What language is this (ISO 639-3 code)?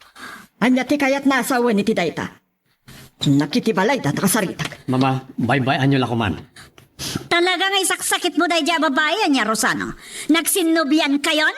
ilo